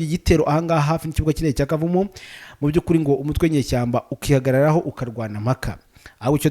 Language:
Kinyarwanda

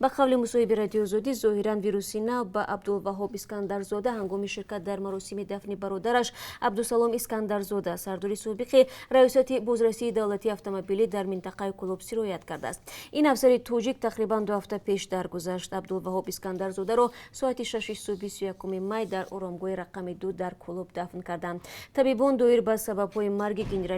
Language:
Tajik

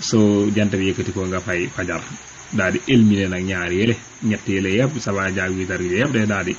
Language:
Wolof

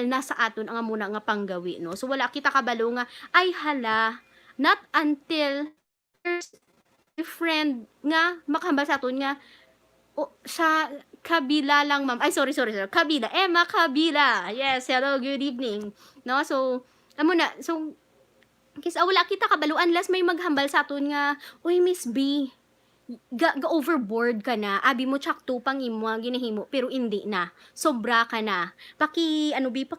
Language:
Hiligaynon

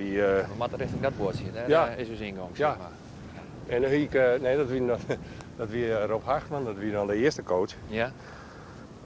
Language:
Western Frisian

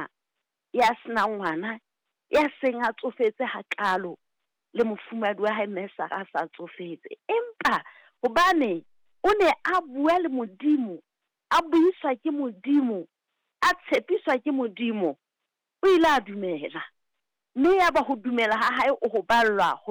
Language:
Southern Sotho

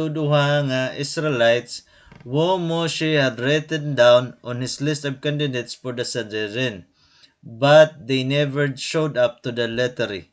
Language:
Waray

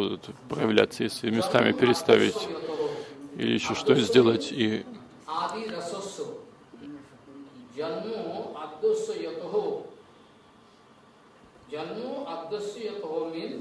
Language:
Russian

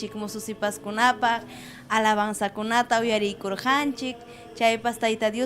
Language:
Ayacucho Quechua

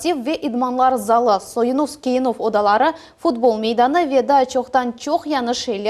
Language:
Crimean Tatar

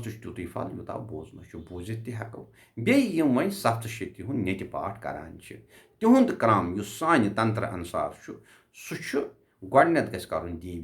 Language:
Kashmiri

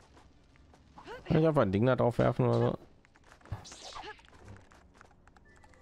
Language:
German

